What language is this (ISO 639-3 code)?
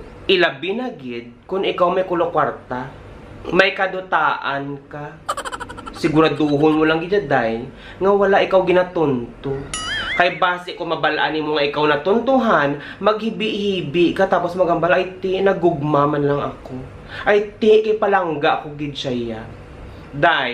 hil